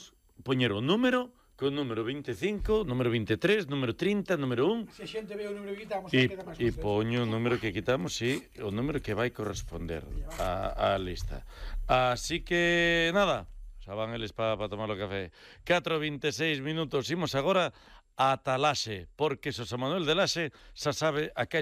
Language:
Galician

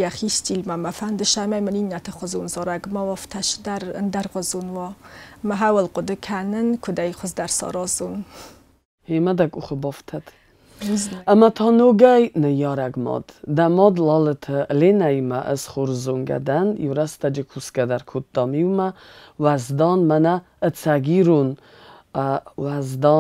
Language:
Ossetic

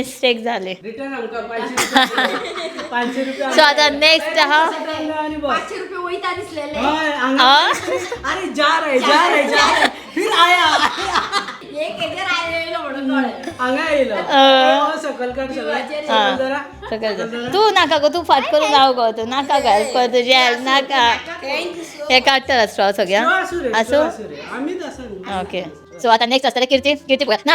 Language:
Konkani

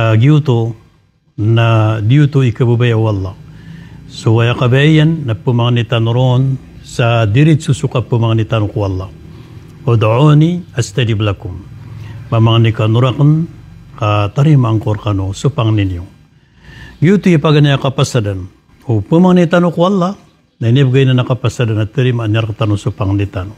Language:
Maranao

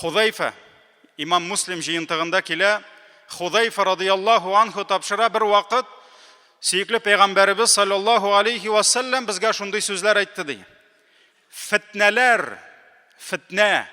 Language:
Tatar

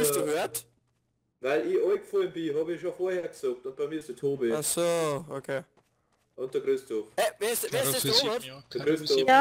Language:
Bavarian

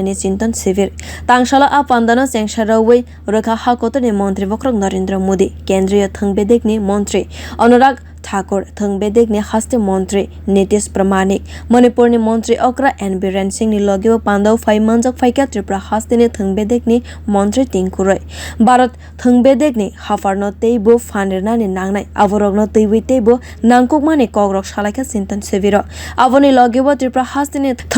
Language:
Kok Borok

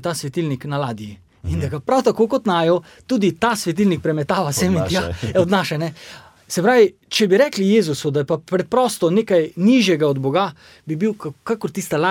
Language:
Slovenian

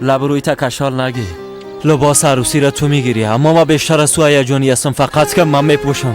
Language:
Persian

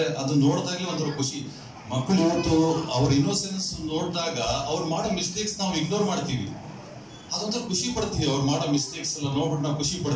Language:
Kannada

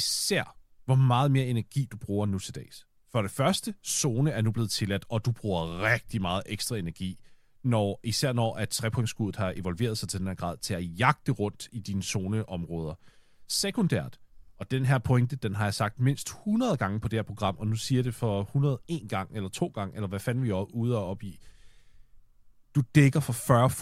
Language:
Danish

